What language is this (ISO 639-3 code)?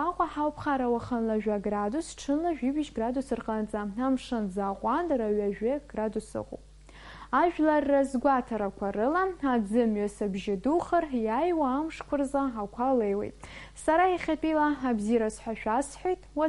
abk